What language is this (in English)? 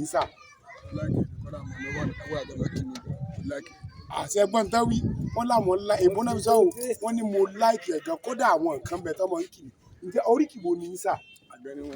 Yoruba